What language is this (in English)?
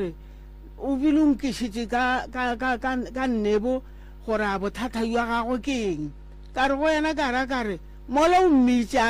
Northern Sotho